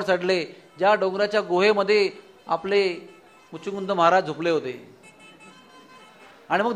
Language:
Marathi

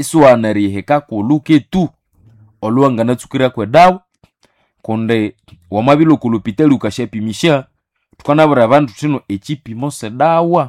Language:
Nande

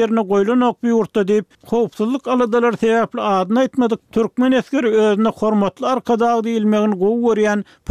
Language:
Turkmen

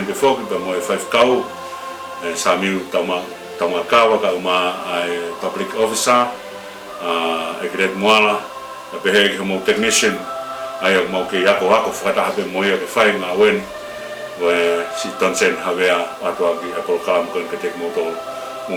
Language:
Tongan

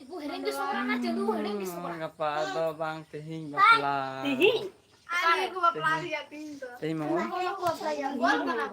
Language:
Santali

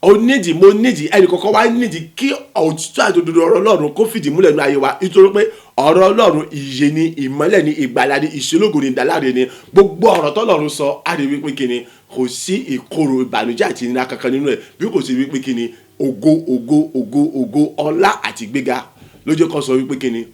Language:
Yoruba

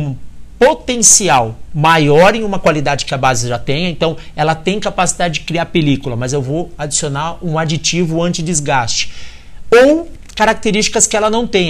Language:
Portuguese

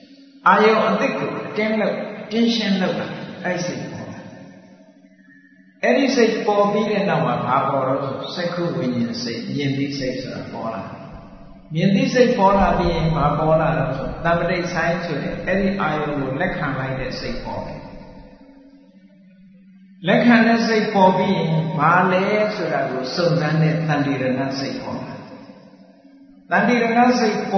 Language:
Burmese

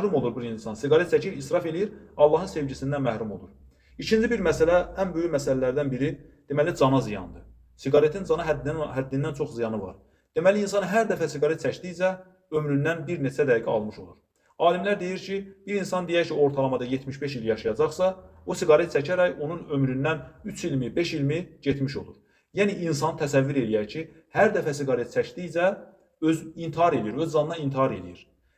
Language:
Azerbaijani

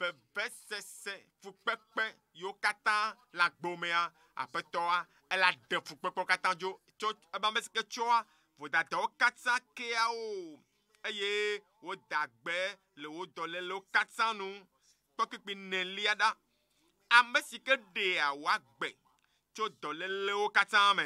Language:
Ewe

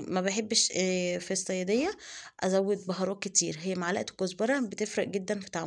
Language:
Egyptian Arabic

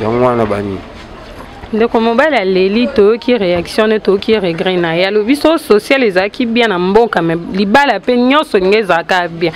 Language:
Lingala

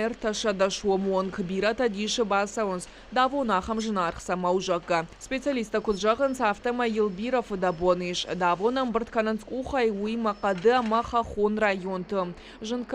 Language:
Ossetic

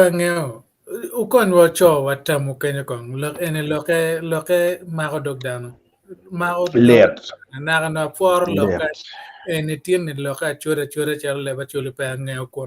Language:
Acoli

